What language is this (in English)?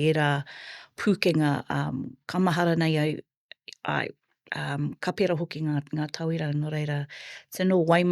Māori